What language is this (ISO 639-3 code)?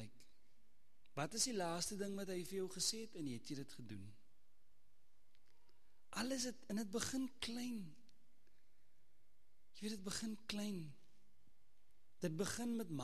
afr